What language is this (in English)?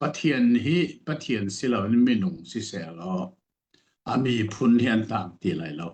Hakha Chin